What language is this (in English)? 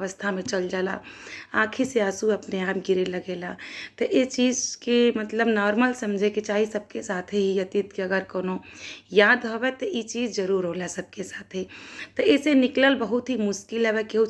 Bhojpuri